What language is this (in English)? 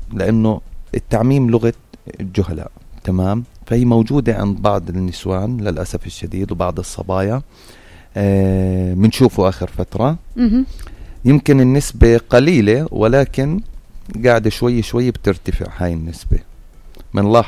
North Levantine Arabic